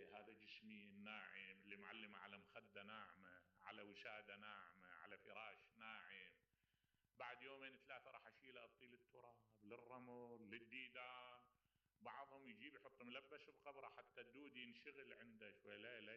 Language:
Mesopotamian Arabic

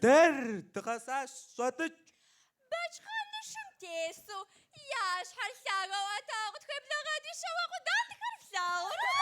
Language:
Kabardian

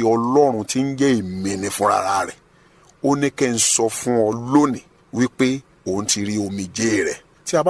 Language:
Yoruba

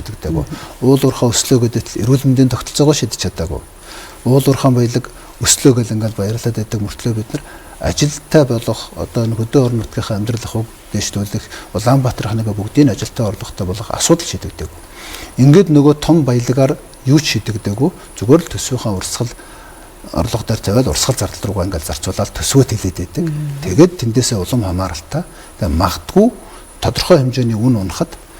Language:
Mongolian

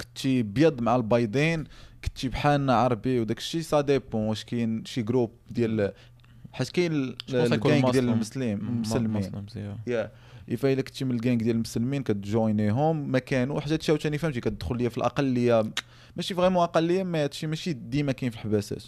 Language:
Moroccan Arabic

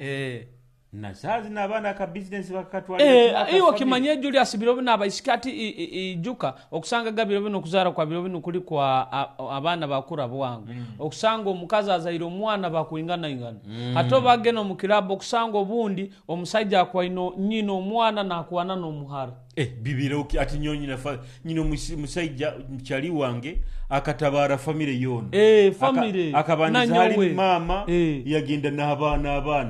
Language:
Nyoro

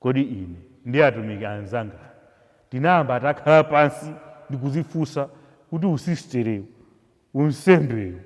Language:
Nyanja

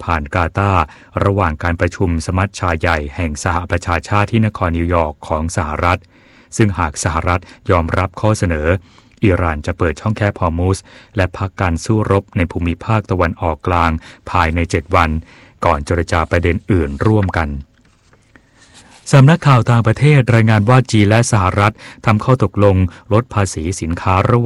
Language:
Thai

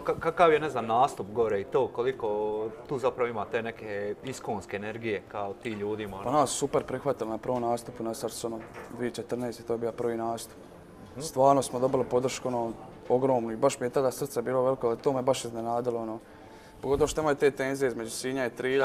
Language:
Croatian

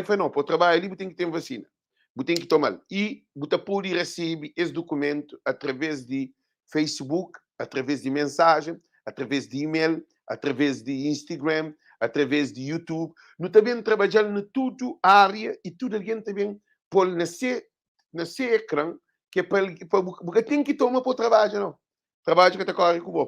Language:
Kabuverdianu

